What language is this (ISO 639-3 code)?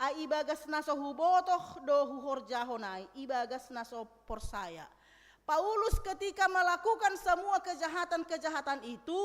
bts